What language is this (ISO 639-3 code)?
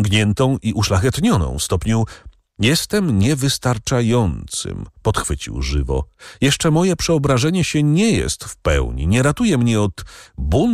pol